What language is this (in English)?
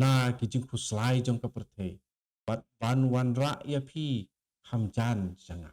Khasi